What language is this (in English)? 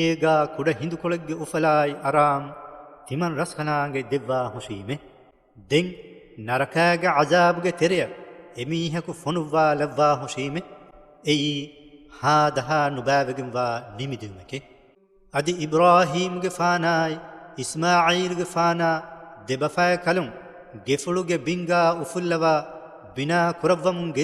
Divehi